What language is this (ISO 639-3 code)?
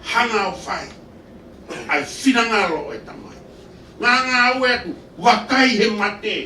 ton